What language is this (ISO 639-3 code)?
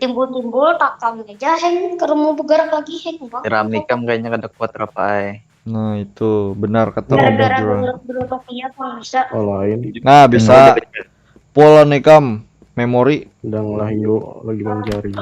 bjn